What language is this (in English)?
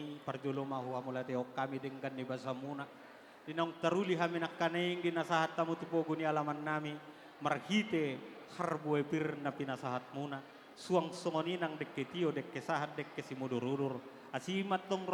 Batak Toba